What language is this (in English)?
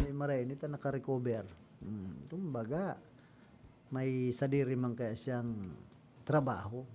Bikol